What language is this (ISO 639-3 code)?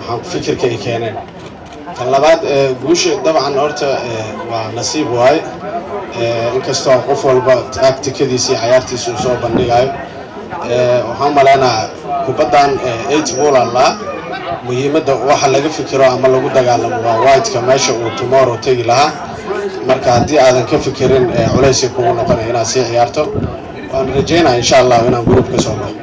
som